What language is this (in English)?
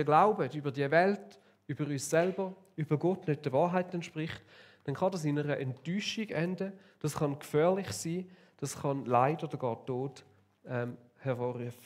Swiss German